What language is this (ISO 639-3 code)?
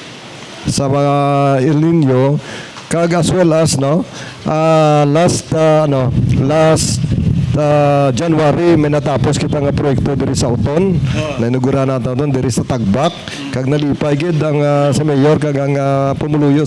hil